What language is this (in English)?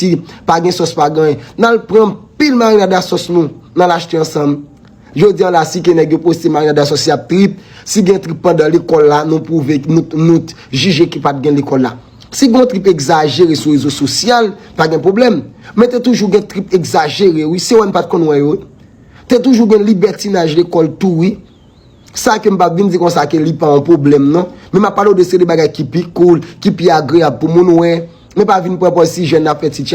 Haitian Creole